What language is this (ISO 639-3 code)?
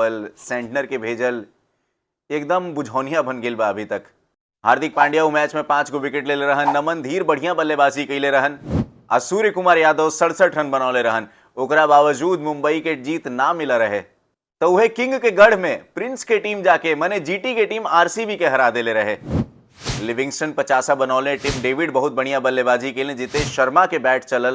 bho